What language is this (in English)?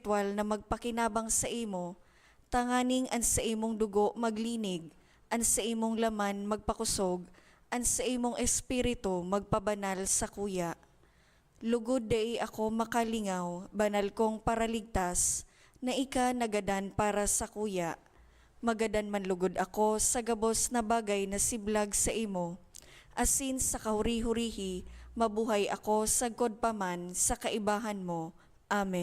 Bikol